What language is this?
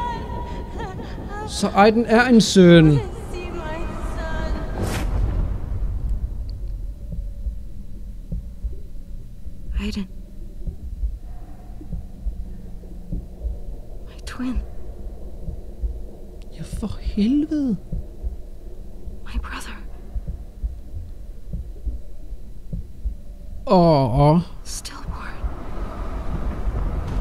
Danish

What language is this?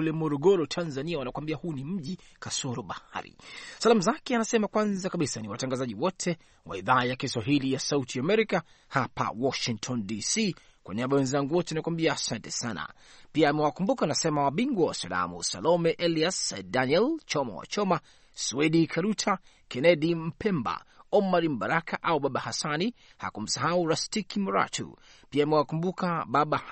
Swahili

